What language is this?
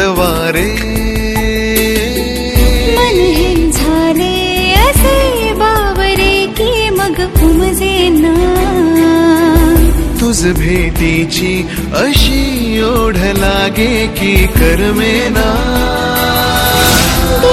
Marathi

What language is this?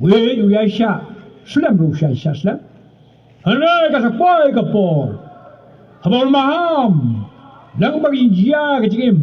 Khasi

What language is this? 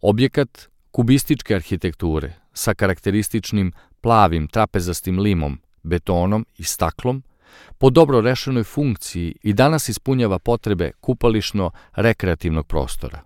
Serbian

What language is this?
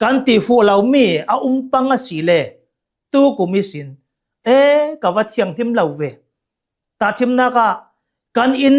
Hakha Chin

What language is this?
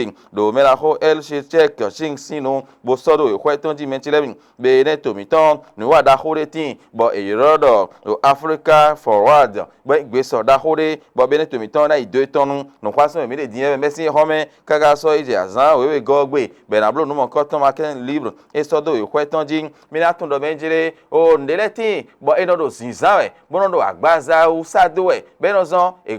Fon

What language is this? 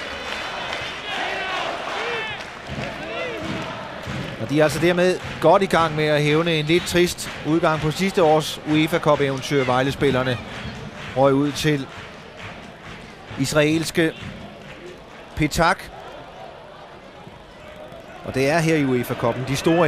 Danish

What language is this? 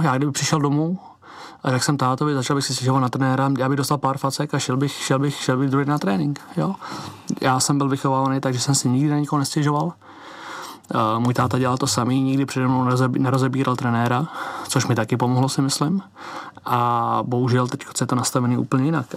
Czech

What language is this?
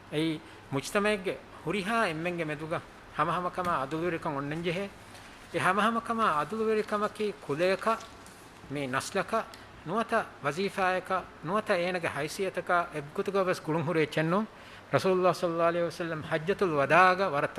Divehi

